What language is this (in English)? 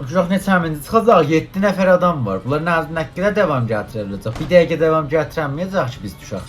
South Azerbaijani